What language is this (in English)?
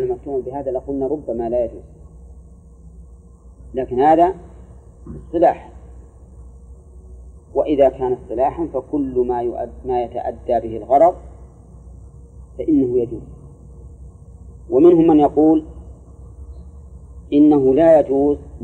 Arabic